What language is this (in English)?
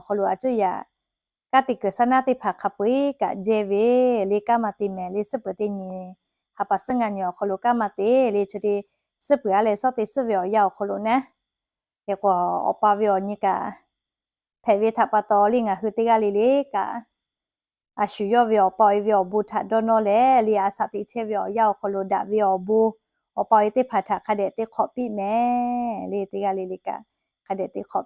Lahu